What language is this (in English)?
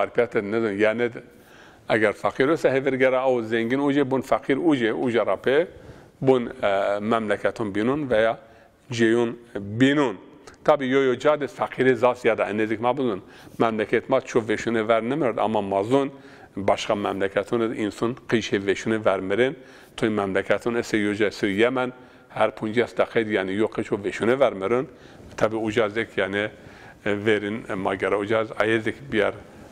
Zaza